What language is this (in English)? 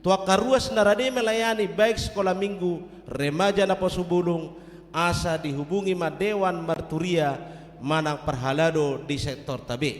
Batak Toba